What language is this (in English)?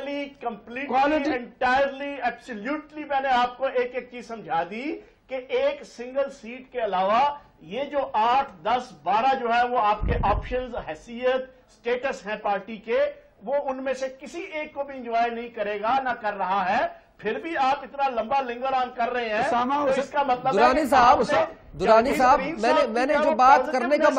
Urdu